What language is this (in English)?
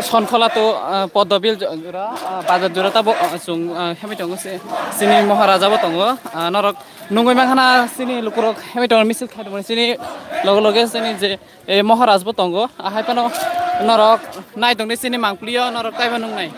Kok Borok